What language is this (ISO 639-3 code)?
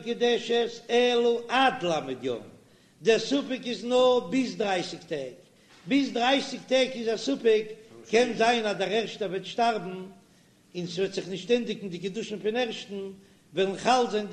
yid